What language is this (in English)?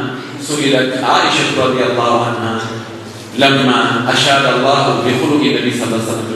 Pular